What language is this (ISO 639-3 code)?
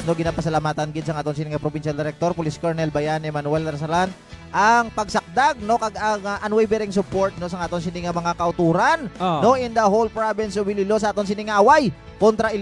hil